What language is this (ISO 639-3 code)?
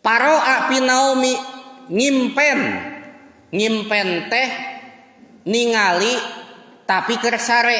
sun